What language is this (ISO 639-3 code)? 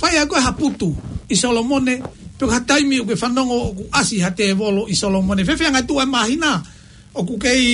ton